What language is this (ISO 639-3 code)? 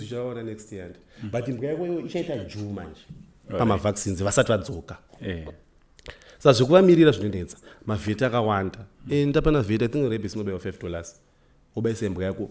sna